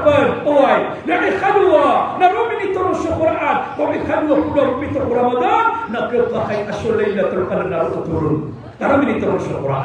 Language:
Maranao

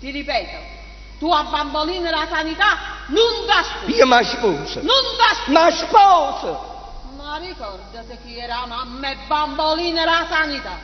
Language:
Neapolitan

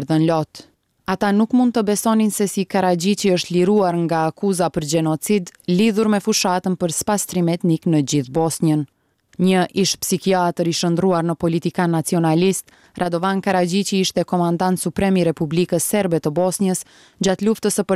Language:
Albanian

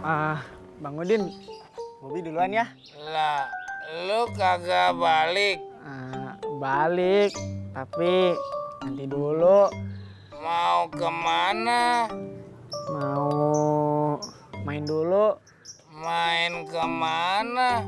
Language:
Betawi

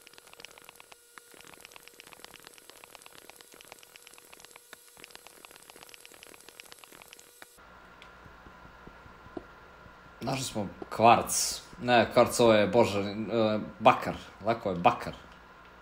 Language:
Croatian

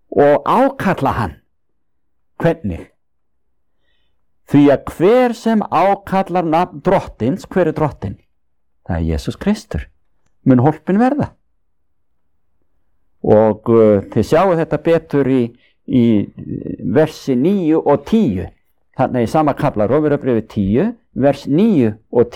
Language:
Icelandic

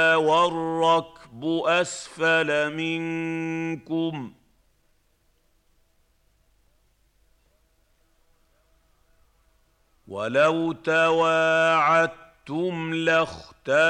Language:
Arabic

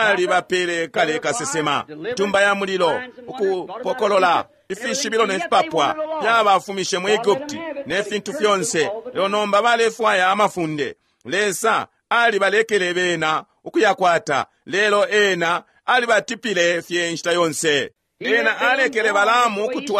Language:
Bemba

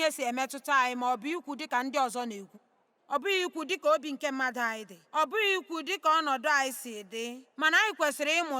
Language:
Igbo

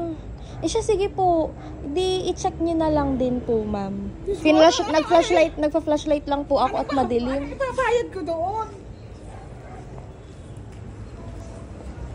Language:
Filipino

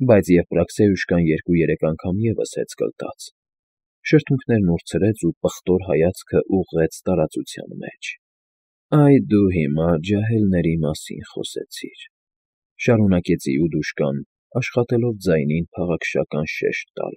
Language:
Armenian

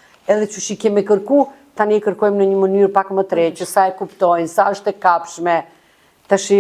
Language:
Albanian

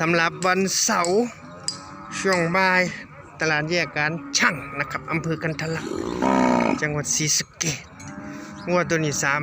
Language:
Northeastern Thai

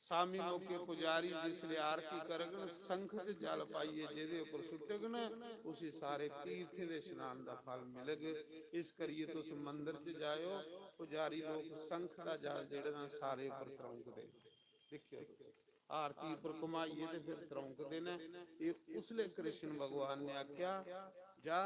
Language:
Dogri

